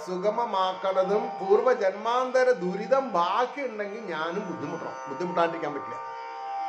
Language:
Malayalam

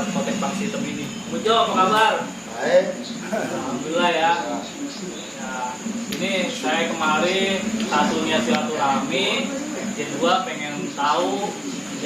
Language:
Betawi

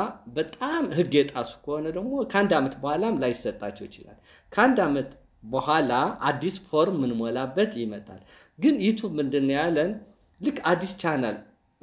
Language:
Amharic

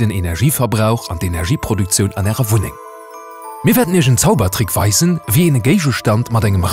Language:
Luxembourgish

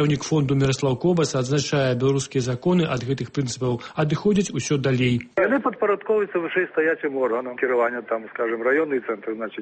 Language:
Belarusian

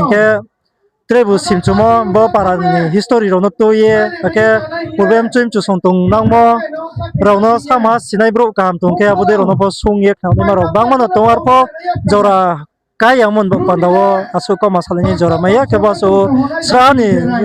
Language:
Riang (India)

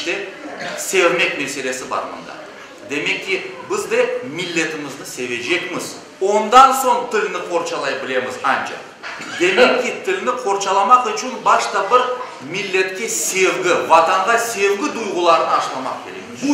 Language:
Crimean Tatar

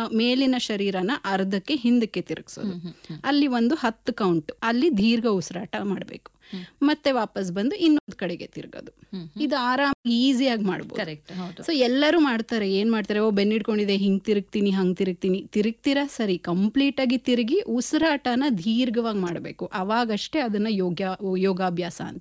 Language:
Kannada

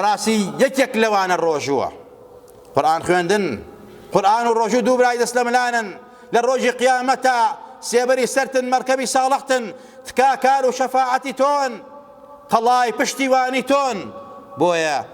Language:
Central Kurdish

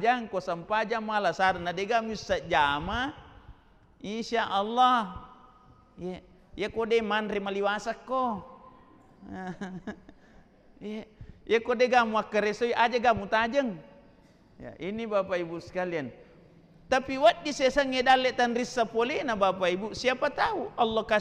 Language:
Buginese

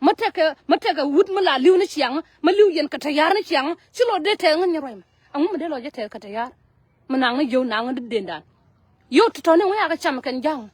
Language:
Nuer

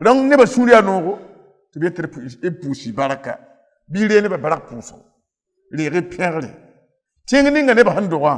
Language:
Mossi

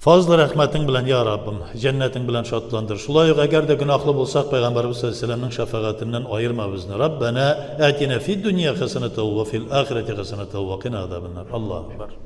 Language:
Tatar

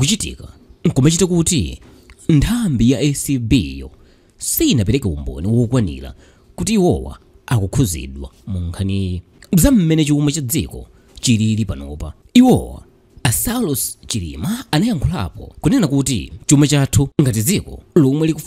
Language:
Nyanja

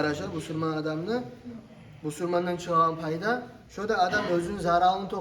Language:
Kumyk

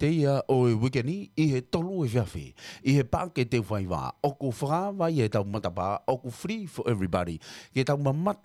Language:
Tongan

